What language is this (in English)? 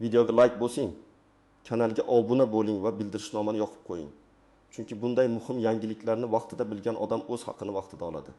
Uzbek